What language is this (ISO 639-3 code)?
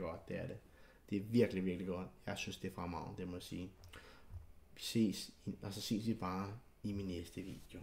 dan